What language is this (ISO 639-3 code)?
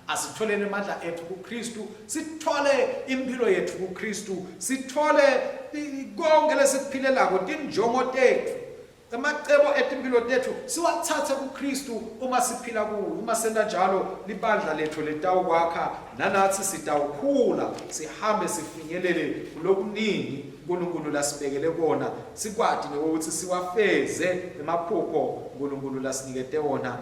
ssw